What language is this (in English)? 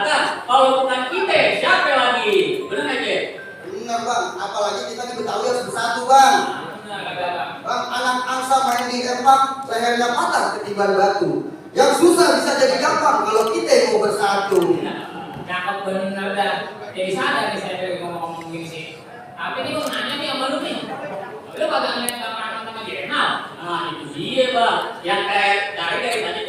Betawi